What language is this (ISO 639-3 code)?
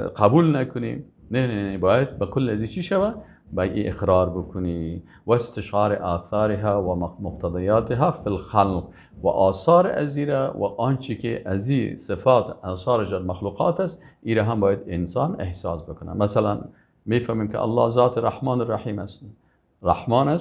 fas